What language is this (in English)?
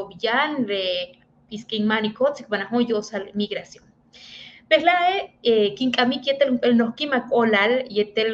Yucateco